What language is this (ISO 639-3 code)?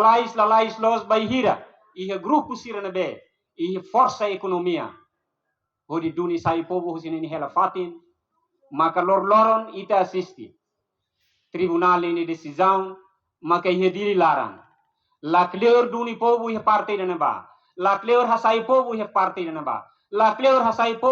tet